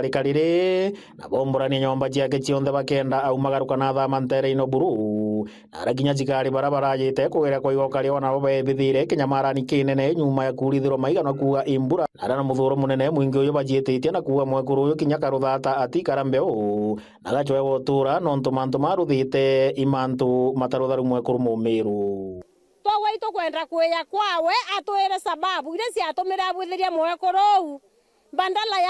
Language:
Meru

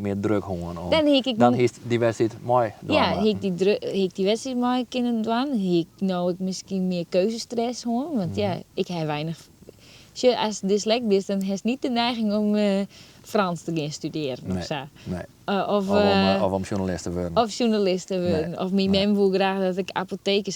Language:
Western Frisian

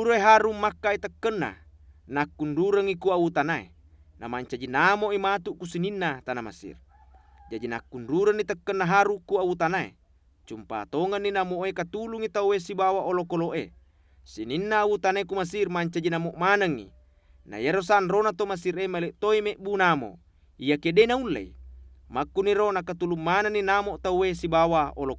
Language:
Buginese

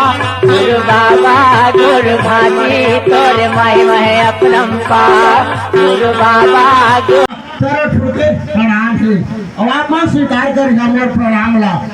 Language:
Chhattisgarhi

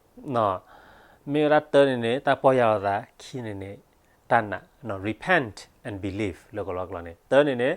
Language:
S'gaw Karen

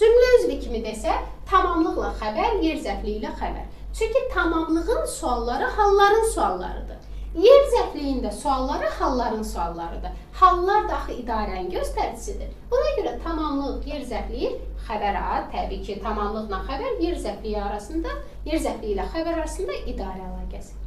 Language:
Azerbaijani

